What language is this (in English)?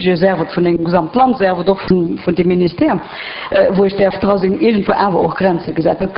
Luxembourgish